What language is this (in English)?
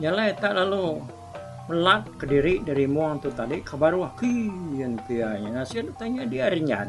Iban